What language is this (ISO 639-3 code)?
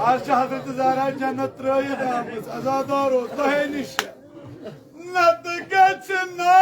kas